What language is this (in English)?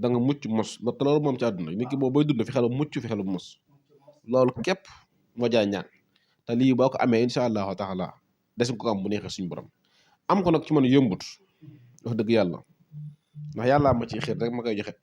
Wolof